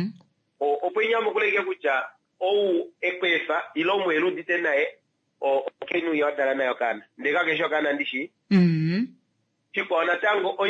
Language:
Kuanyama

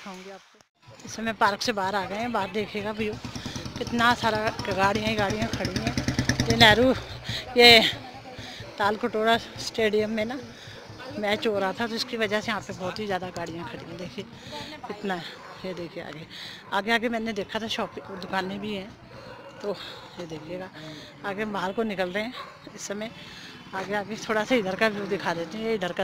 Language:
Hindi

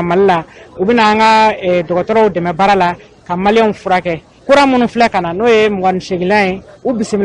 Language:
Bambara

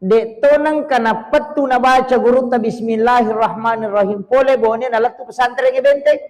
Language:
Buginese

